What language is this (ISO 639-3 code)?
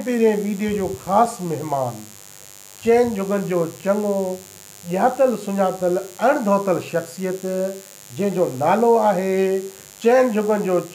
snd